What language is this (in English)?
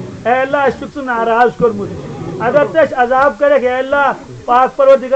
Kashmiri